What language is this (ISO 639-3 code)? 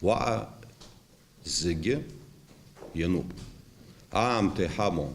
abk